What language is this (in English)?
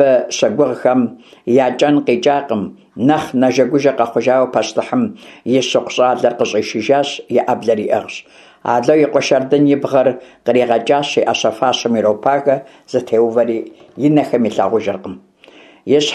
Kabardian